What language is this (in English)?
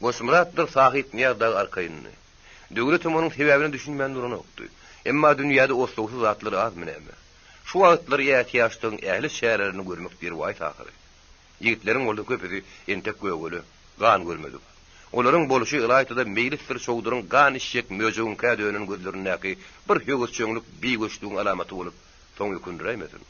Turkmen